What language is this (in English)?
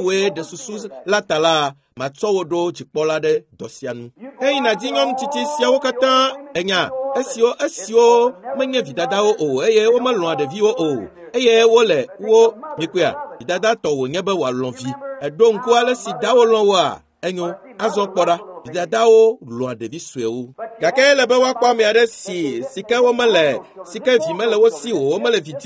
Ewe